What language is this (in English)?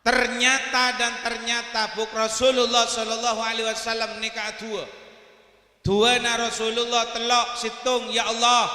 Madurese